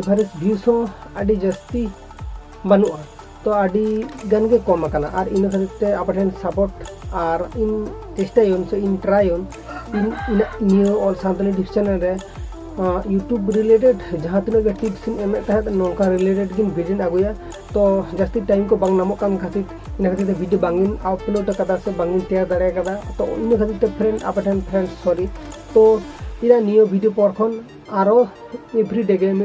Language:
Santali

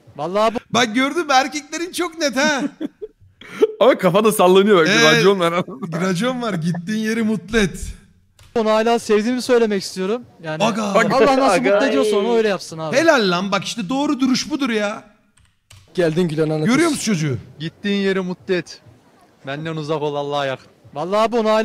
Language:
Turkish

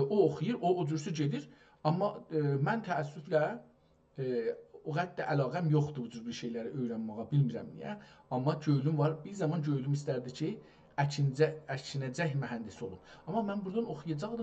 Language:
South Azerbaijani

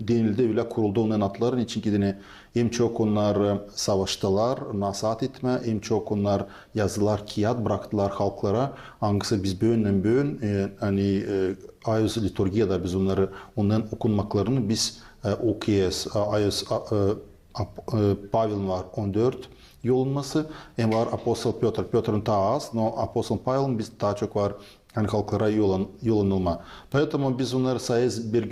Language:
Gagauz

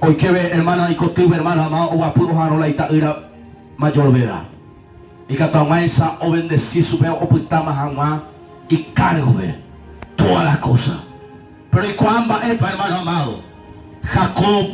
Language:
Guarani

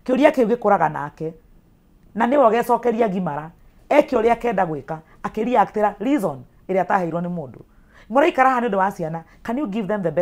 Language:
Kikuyu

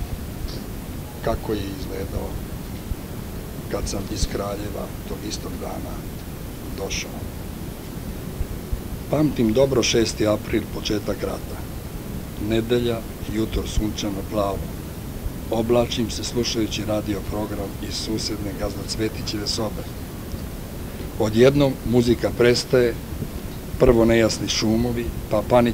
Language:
Serbian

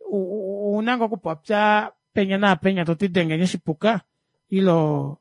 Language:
Kuanyama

